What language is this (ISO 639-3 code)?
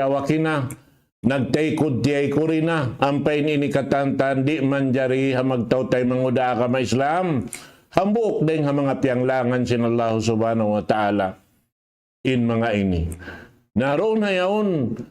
tsg